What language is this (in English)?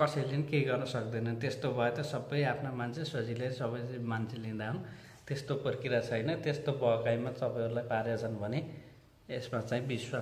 Nepali